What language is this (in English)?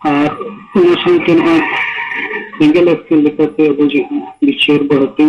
Santali